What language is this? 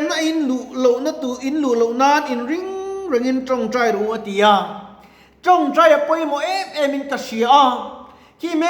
Mizo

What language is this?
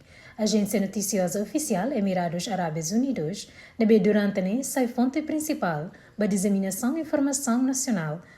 Tetum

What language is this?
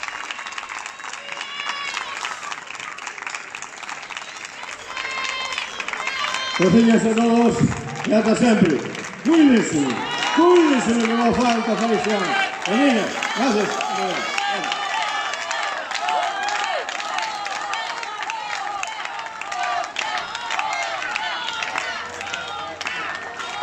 Galician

